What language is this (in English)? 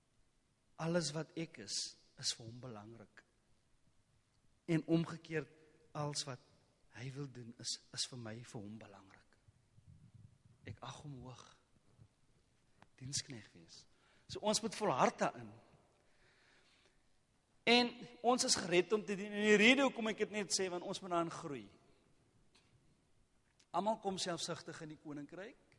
Afrikaans